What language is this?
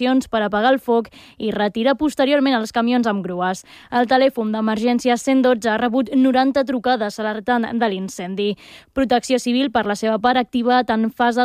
Catalan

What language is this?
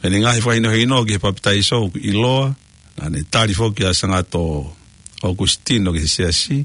Tongan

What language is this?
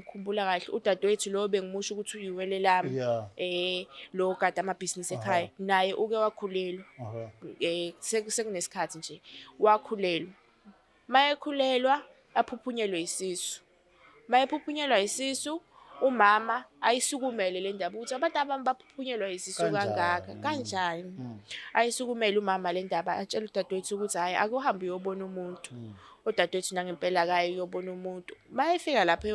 Zulu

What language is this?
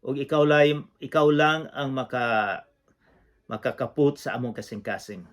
Cebuano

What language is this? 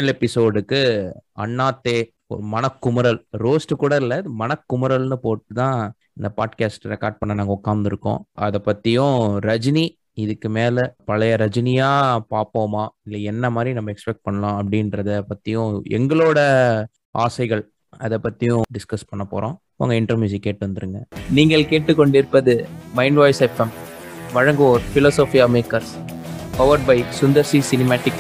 Tamil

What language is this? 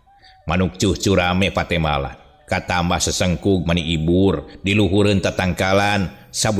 Sundanese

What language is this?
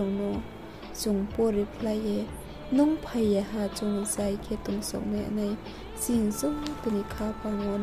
Riang (India)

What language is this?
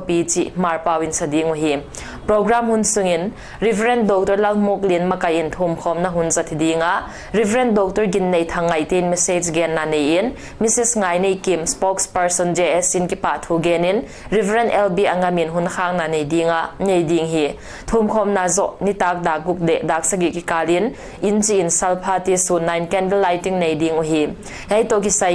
Paite Chin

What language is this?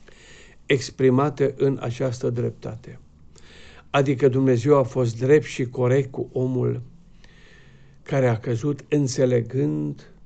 Romanian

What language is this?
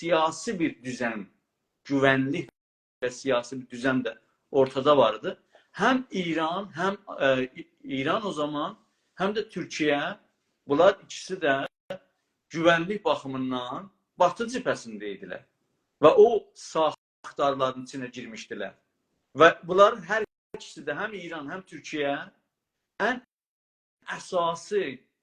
South Azerbaijani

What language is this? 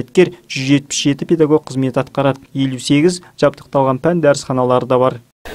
Kazakh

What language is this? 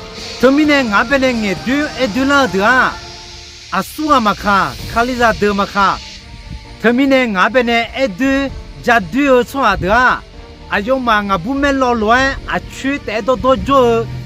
Akha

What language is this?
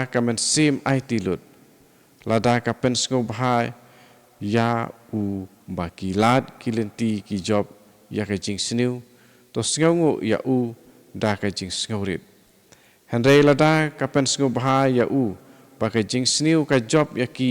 Khasi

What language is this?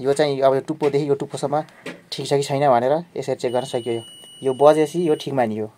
Nepali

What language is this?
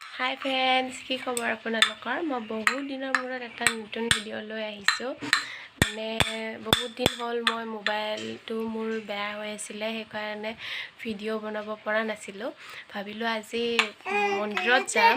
Assamese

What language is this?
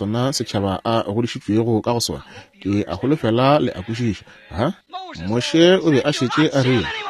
Northern Sotho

